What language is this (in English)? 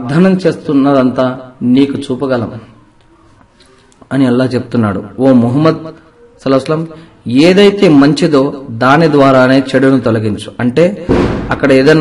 Telugu